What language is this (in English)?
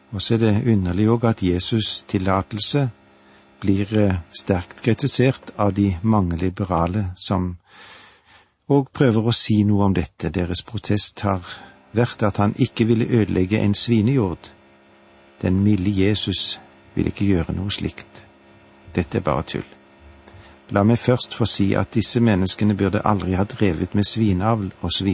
Norwegian